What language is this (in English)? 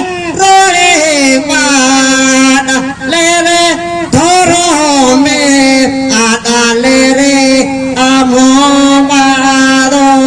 Santali